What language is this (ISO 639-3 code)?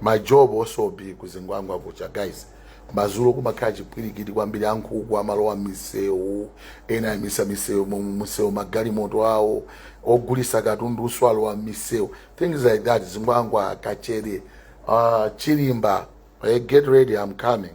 nya